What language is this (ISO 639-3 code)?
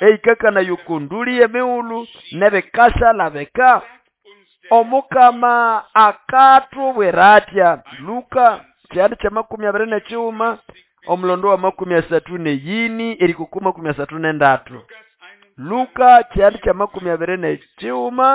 nnb